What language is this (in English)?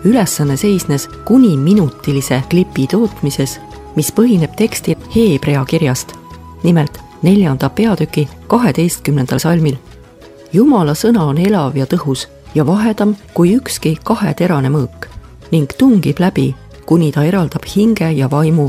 Estonian